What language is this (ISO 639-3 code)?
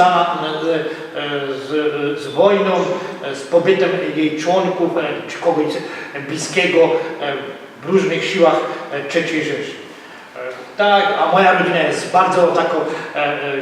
szl